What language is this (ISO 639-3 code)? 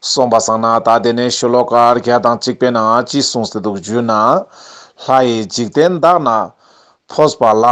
lbj